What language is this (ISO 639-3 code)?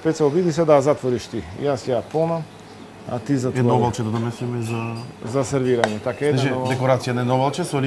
mkd